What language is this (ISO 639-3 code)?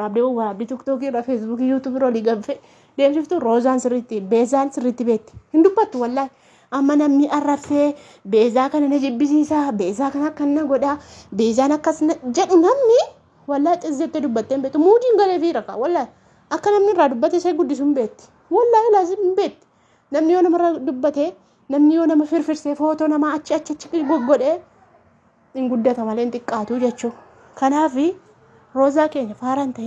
orm